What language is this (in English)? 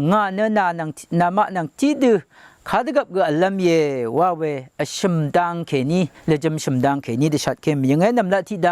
Rawang